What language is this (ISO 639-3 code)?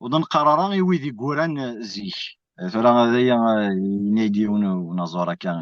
kab